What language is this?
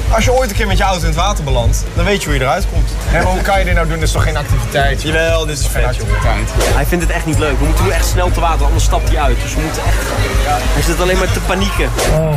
Dutch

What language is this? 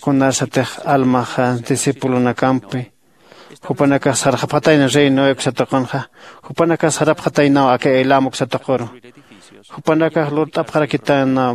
Aymara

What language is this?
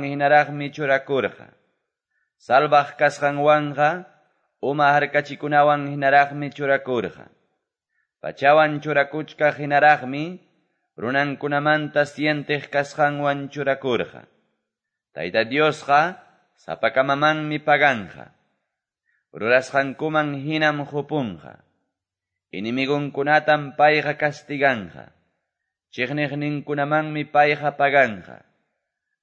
Quechua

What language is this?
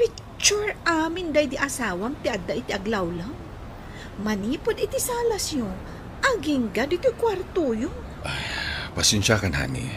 Iloko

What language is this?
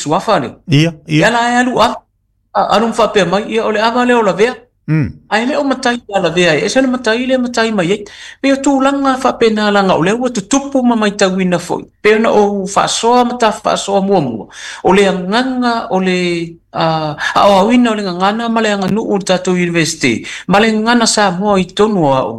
Samoan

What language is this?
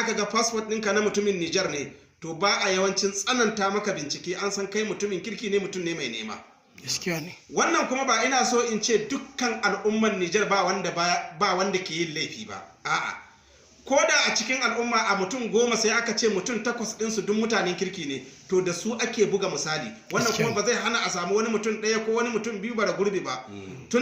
Hausa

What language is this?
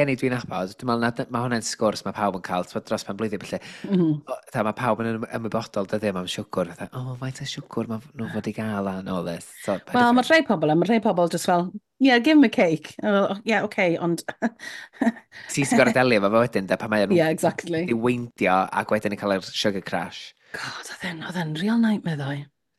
Welsh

